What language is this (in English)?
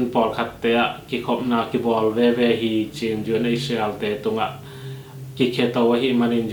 Tedim Chin